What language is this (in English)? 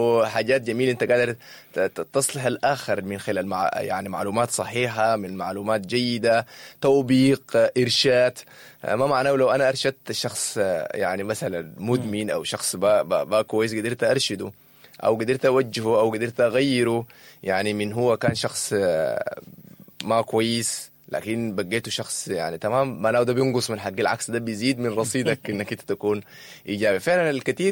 Sudanese Arabic